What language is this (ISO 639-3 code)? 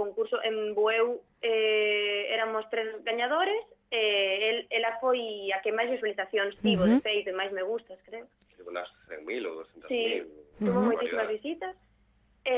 glg